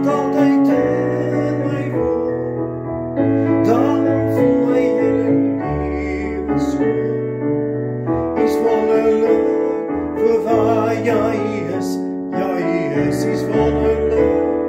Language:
Afrikaans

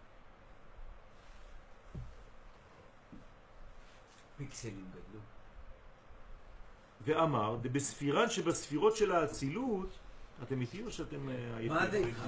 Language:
Hebrew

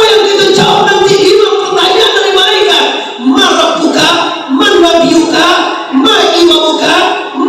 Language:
Minangkabau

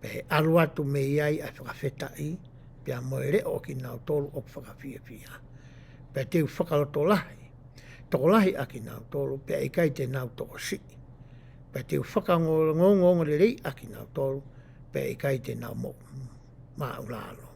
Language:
Tongan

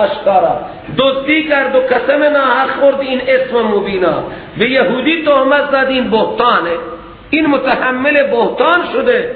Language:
Persian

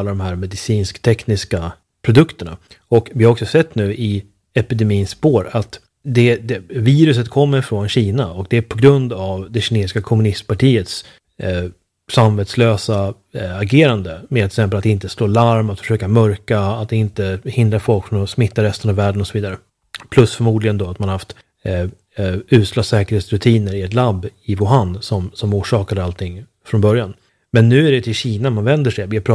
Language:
Swedish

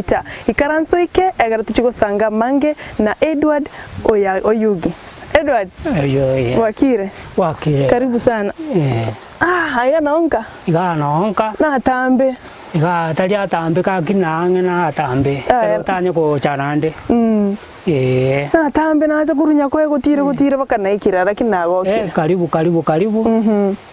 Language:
Gusii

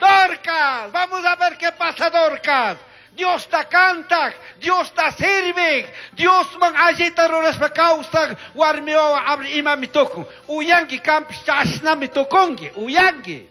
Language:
Chimborazo Highland Quichua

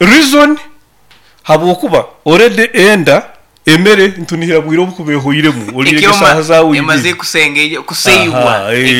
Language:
Nyoro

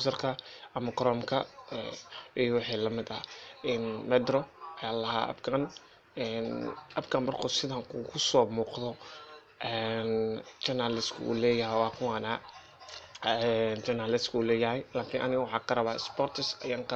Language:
Somali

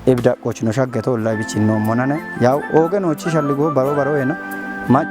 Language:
Kafa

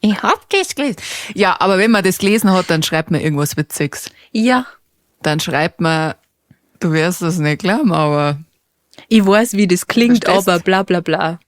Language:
Bavarian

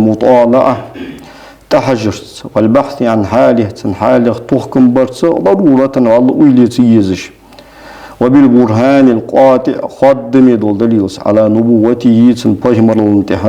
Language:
Ingush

